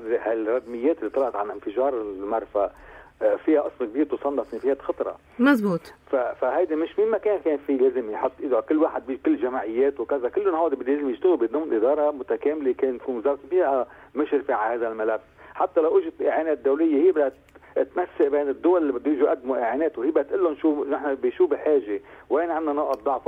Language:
North Levantine Arabic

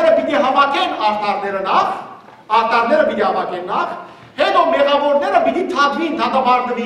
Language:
Western Armenian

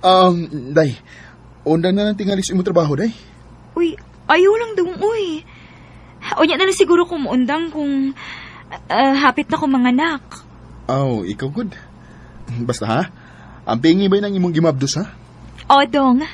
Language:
Cebuano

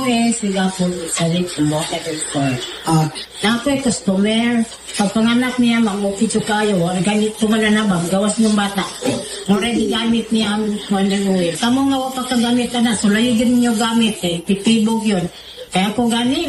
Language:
Cebuano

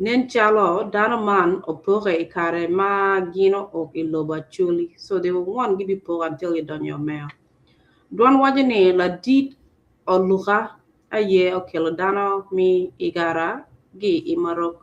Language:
Acoli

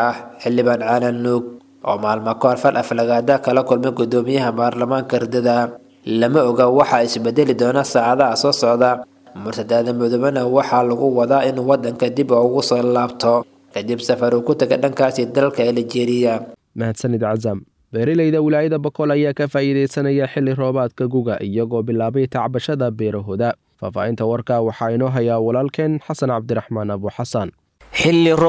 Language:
Somali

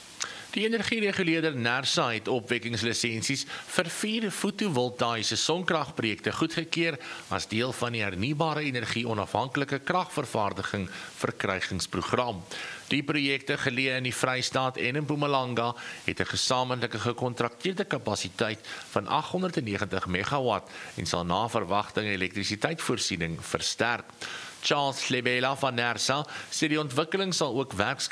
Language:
Afrikaans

